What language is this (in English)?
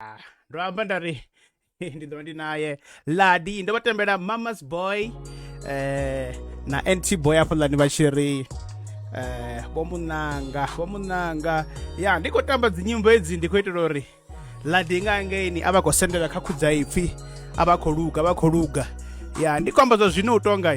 Venda